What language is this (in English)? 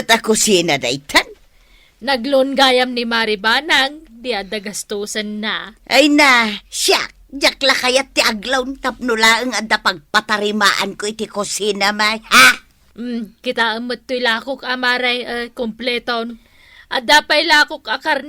Iloko